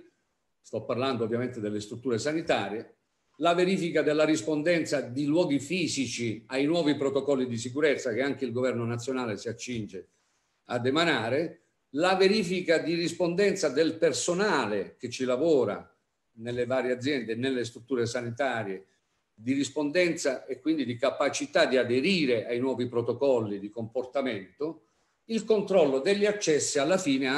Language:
Italian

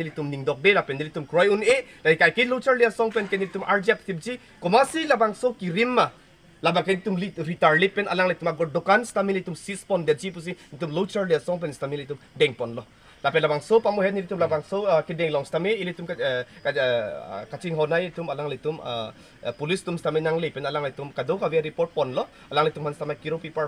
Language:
Karbi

